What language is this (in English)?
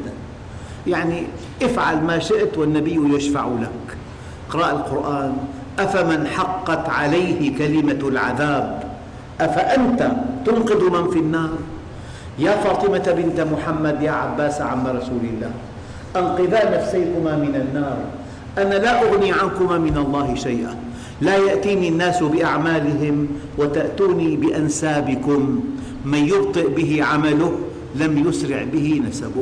Arabic